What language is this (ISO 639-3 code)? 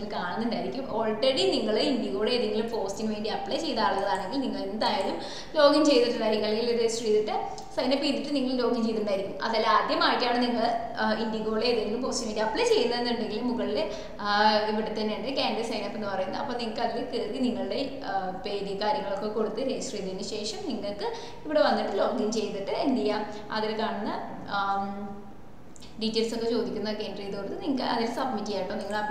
mal